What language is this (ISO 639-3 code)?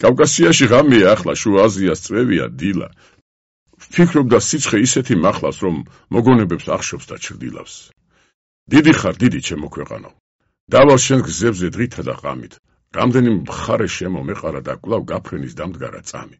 kat